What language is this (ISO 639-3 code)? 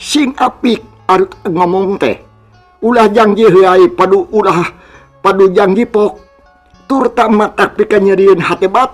sun